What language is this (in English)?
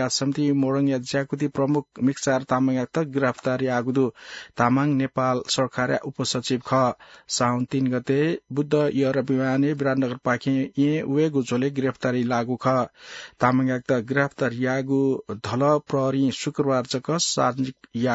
Newari